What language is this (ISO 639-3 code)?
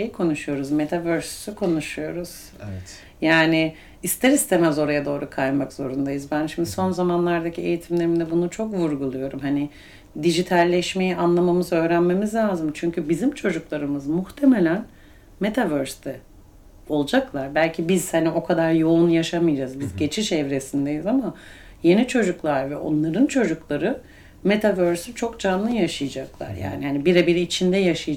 tur